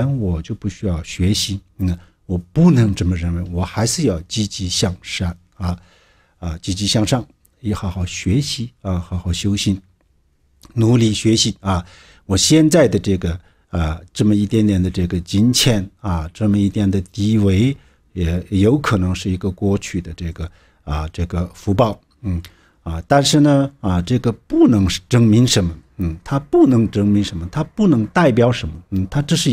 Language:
Chinese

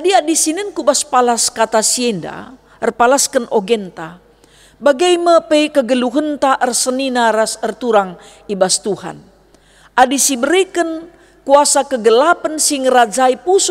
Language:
Batak Karo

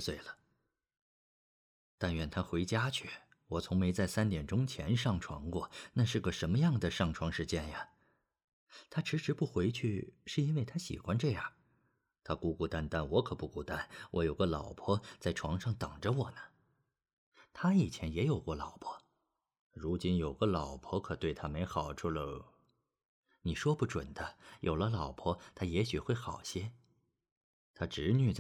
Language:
Chinese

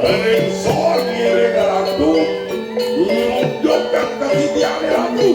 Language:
Balinese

